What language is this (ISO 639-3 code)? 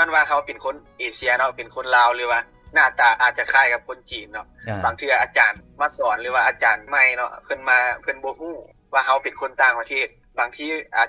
lao